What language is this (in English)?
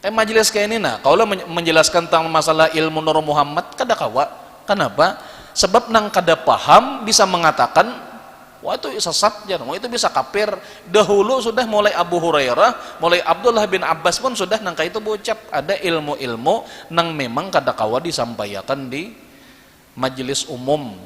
Banjar